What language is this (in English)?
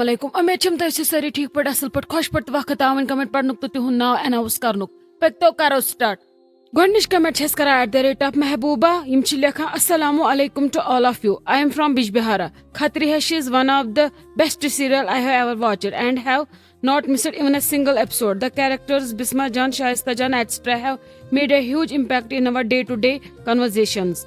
Kashmiri